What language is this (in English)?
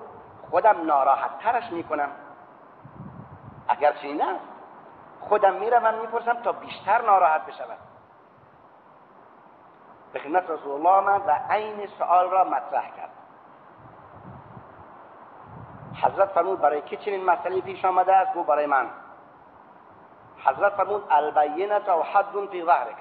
Persian